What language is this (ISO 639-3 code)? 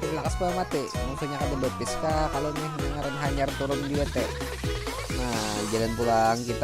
bjn